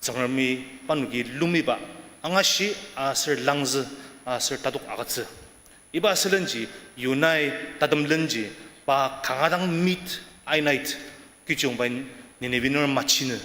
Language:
Ao Naga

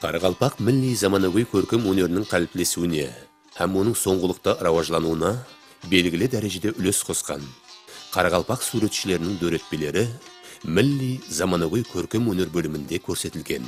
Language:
Kara-Kalpak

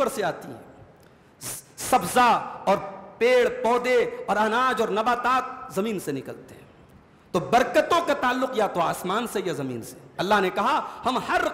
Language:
Urdu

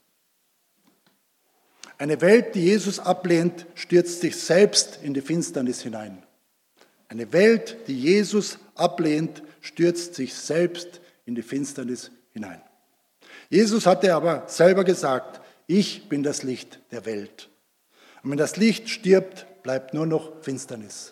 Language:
German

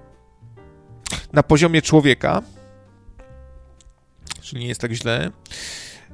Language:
Polish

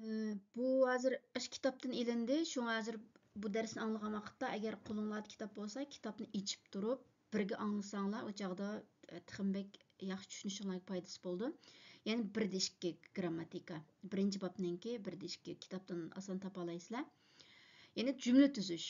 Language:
Uyghur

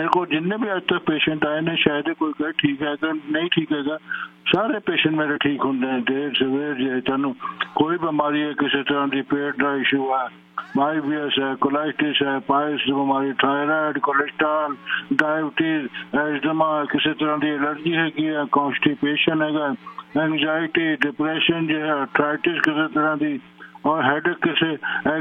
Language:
Punjabi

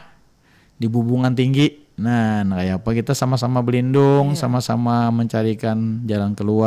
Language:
Banjar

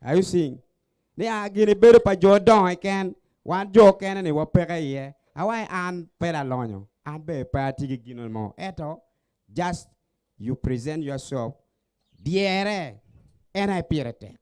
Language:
Acoli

